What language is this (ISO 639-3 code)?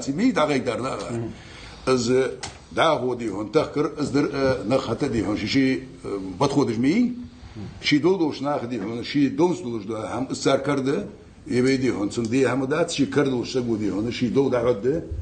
inh